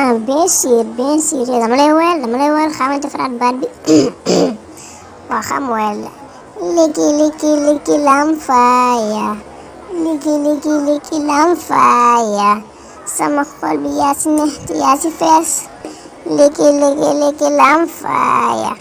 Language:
Wolof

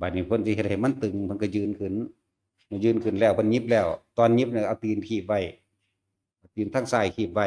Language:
Northeastern Thai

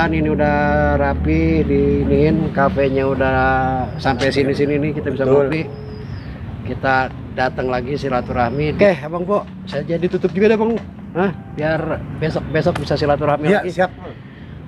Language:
Betawi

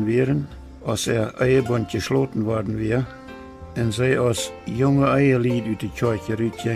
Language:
Plautdietsch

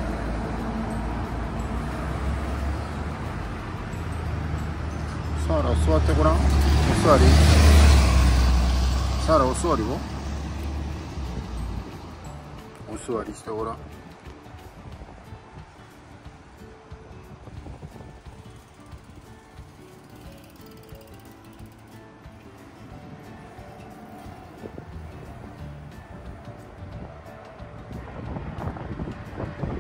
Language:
Japanese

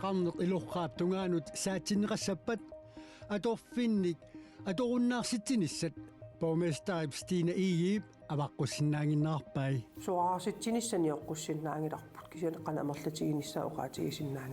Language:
Kalaallisut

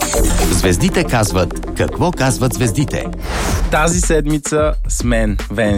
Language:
Bulgarian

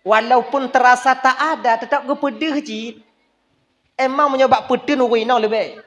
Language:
Achinese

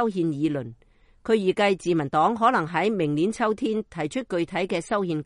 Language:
Cantonese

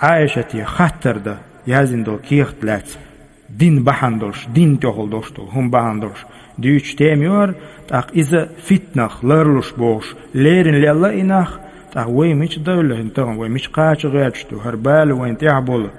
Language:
Chechen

